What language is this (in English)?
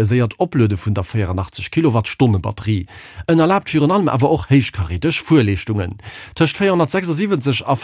Luxembourgish